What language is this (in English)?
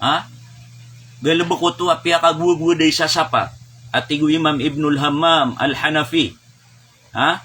Maranao